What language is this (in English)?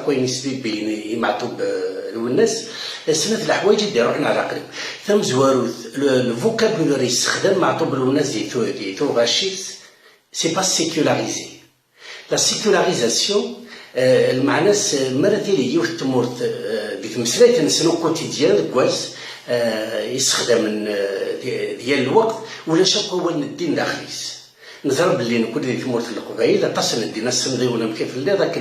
Kabyle